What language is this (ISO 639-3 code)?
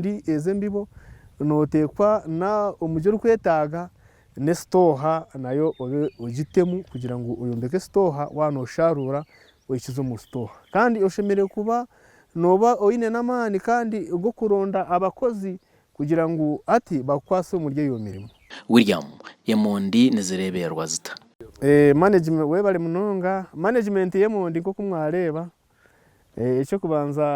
nyn